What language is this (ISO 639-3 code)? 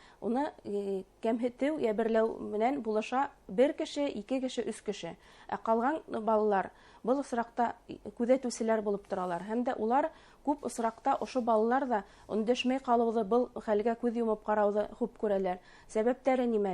bak